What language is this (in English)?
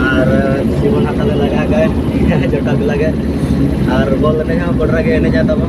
Santali